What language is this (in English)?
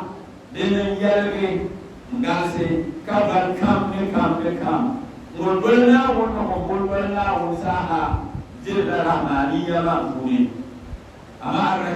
Dagbani